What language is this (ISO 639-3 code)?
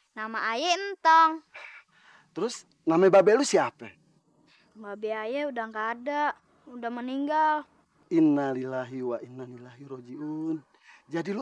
bew